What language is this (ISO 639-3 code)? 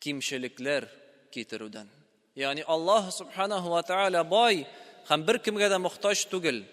tat